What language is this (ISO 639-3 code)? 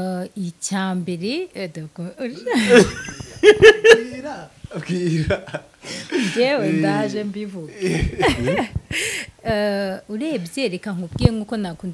kin